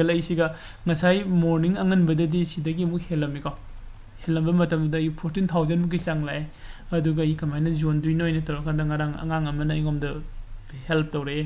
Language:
Manipuri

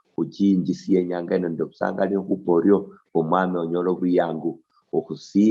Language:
Luyia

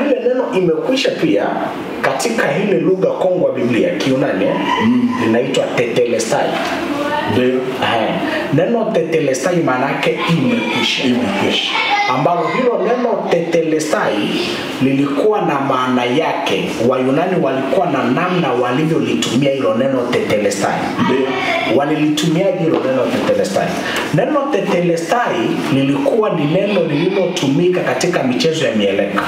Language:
Swahili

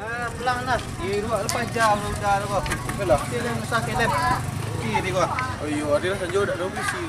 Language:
Minangkabau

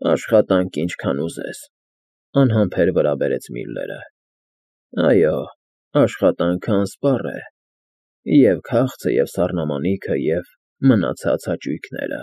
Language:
Armenian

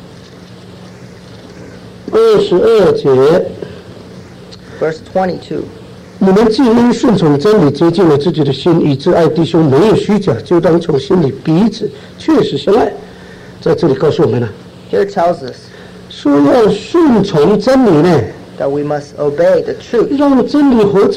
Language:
Chinese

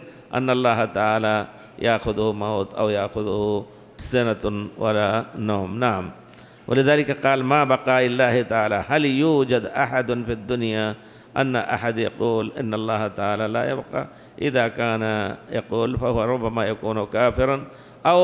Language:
Arabic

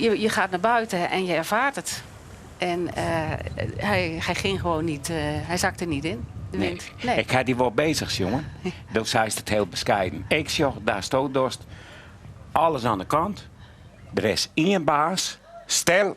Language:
Western Frisian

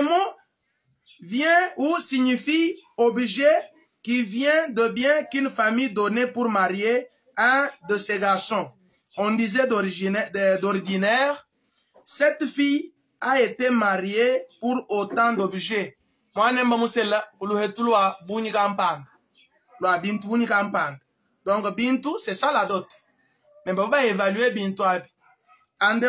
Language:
Luba-Lulua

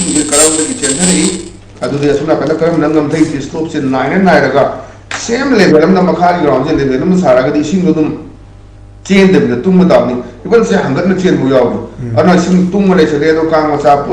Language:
Manipuri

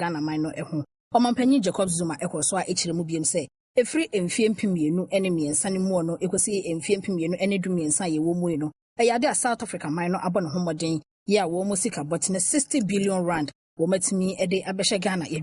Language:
Akan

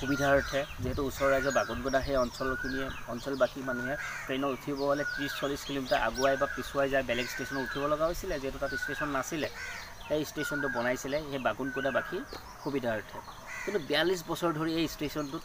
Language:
Assamese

